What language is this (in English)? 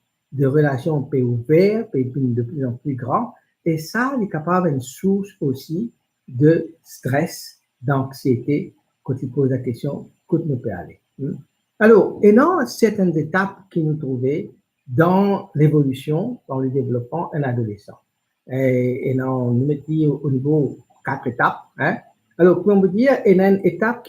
Morisyen